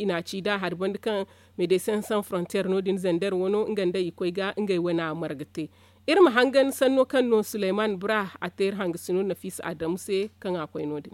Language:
Zarma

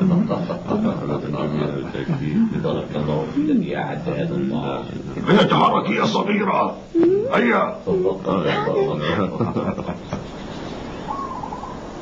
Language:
Arabic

